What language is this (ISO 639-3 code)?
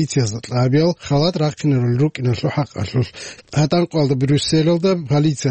ava